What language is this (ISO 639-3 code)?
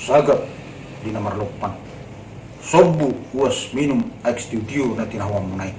bbc